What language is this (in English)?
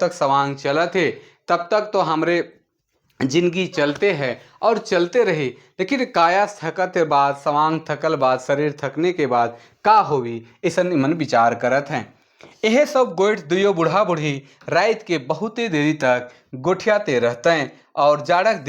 Sadri